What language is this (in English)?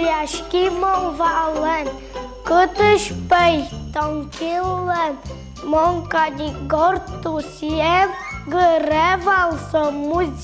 Udmurt